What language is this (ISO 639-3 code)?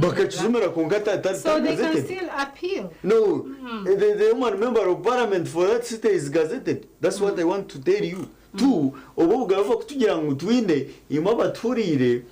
nyn